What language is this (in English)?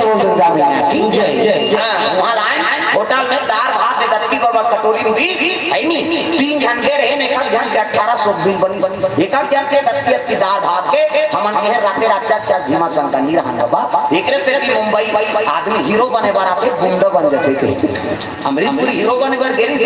Chhattisgarhi